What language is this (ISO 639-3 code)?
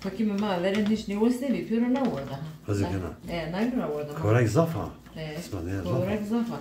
zza